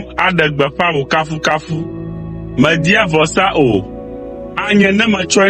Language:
Ewe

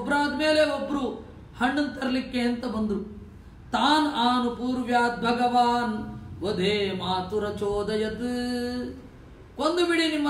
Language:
Kannada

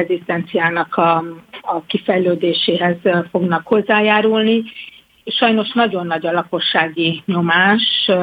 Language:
Hungarian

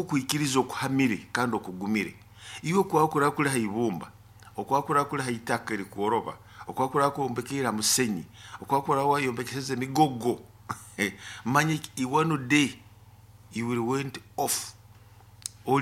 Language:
Nyoro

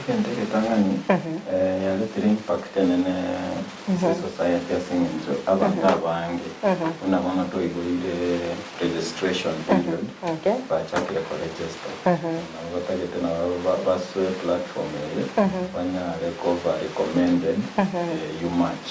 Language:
Gusii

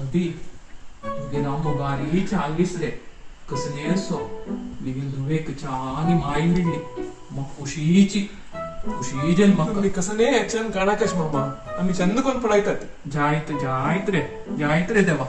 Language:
Konkani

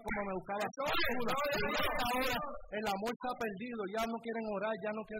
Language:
Spanish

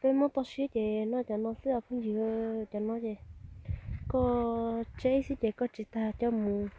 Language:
Hmong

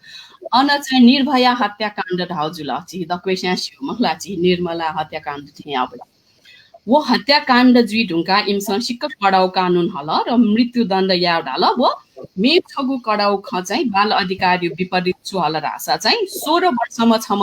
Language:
Newari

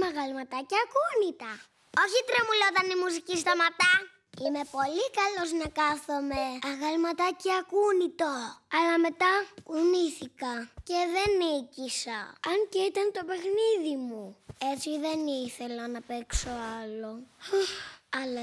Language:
Greek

